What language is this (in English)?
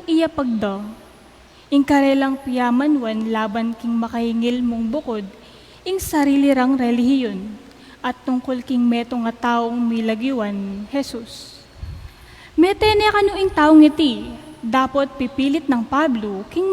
Pampanga